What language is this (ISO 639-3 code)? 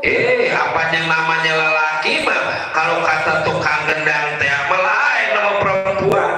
bew